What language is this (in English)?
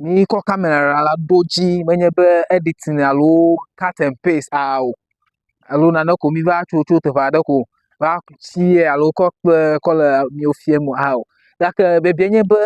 Ewe